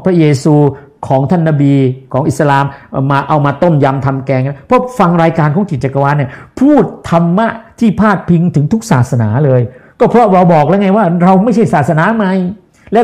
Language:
Thai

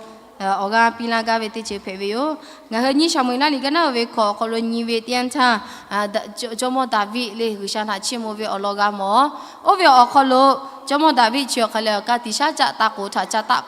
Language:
Lahu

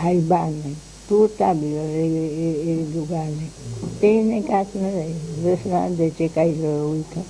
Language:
Papiamento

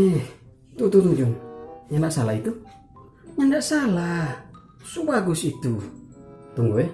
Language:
Manado Malay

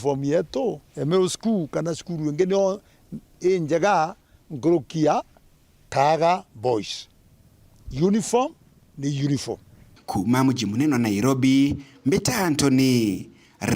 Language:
Meru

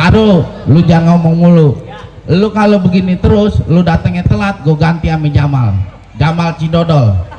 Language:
Betawi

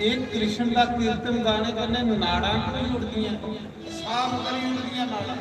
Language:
Dogri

